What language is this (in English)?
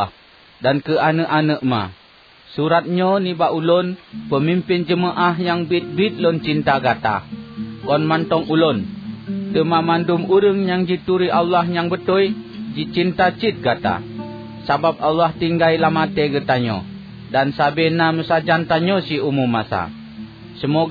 Achinese